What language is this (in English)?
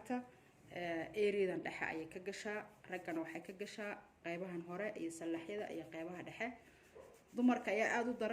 Somali